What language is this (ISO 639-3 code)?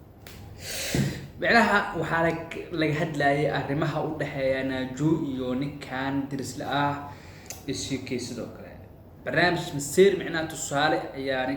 som